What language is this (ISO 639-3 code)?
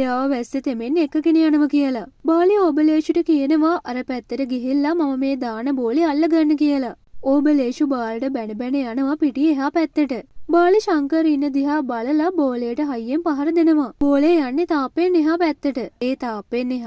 sin